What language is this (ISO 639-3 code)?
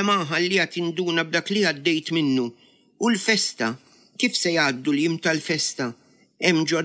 mlt